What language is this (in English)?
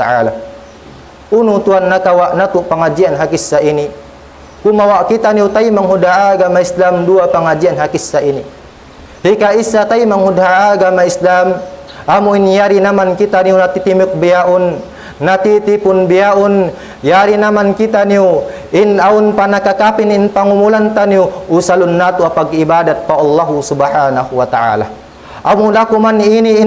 Tausug